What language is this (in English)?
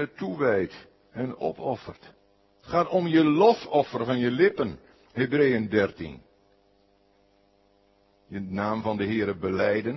Dutch